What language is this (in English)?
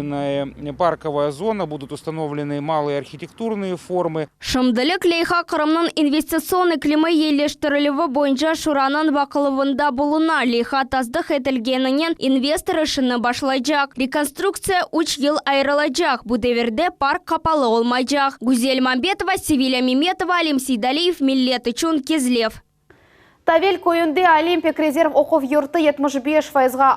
Crimean Tatar